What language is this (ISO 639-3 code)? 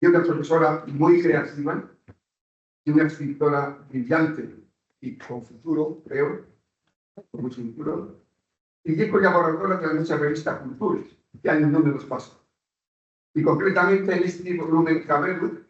ast